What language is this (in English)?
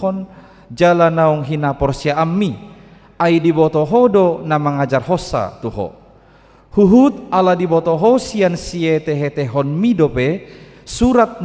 Batak Toba